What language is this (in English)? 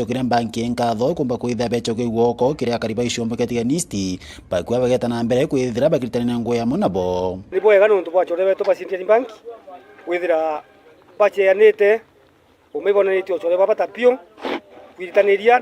Meru